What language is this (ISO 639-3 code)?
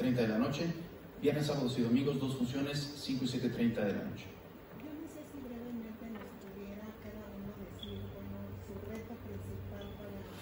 spa